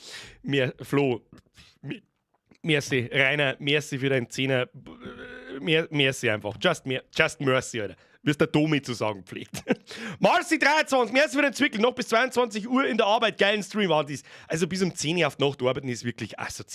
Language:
Bavarian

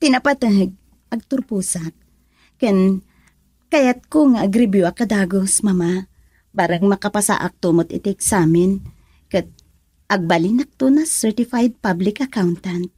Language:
Iloko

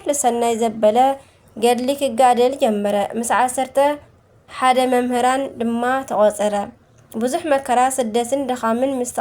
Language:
Tigrinya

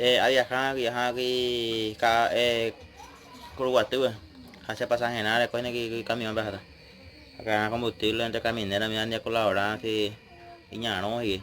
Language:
Guarani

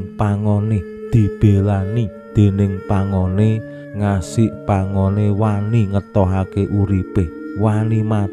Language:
Javanese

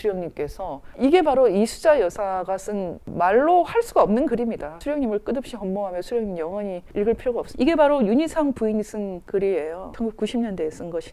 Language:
Korean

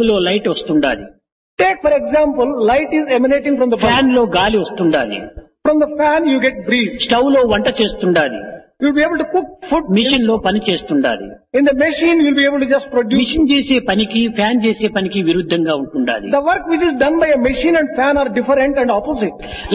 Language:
Telugu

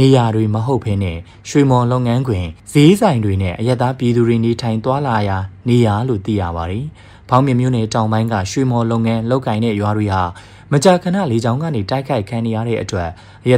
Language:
Burmese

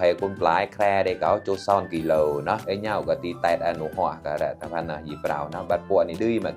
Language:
Mon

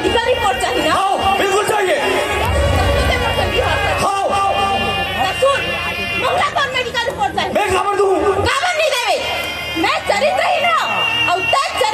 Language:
Chhattisgarhi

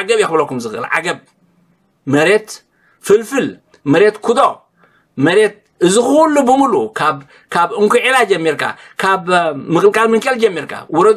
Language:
Tigrinya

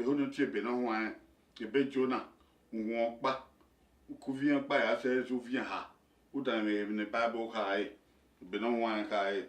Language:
Bini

